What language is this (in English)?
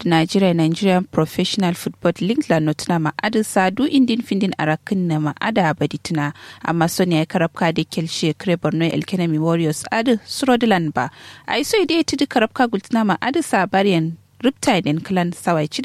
Kanuri